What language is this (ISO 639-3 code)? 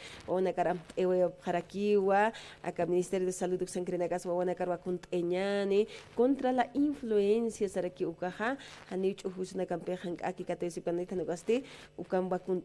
aym